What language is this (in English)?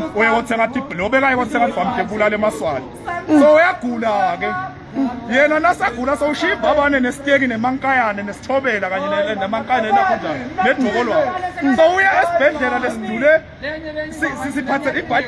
Swati